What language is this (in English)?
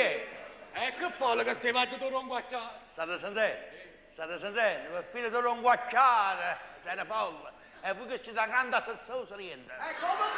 Neapolitan